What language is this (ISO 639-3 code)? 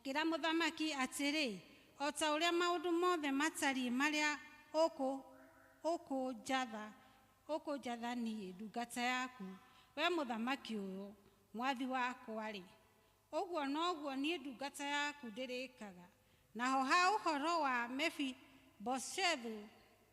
kik